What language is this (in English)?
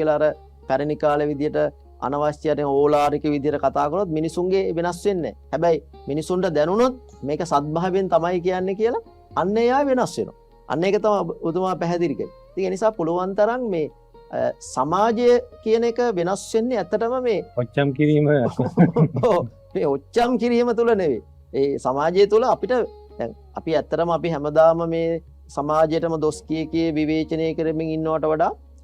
Sinhala